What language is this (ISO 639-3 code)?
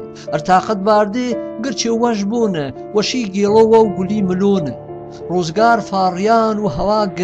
hac